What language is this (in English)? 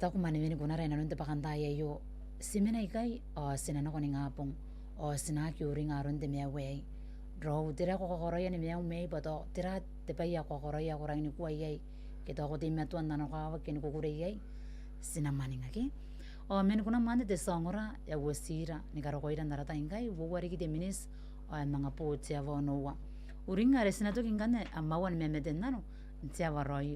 Gilbertese